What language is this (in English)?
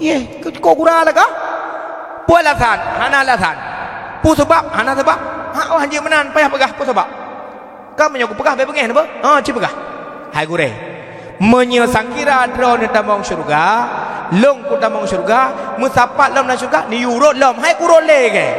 Achinese